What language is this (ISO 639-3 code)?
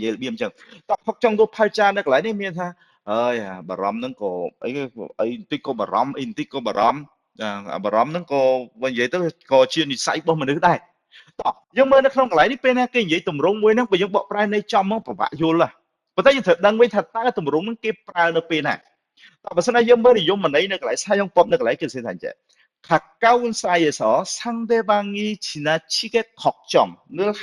khm